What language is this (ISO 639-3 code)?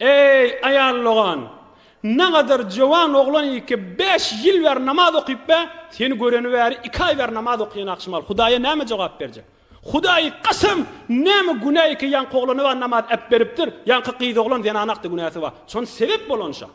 tuk